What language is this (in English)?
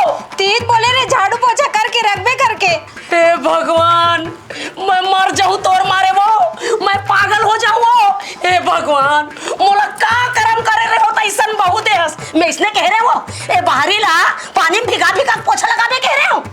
Chhattisgarhi